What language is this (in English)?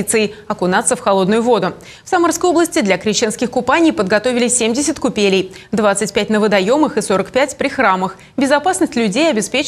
Russian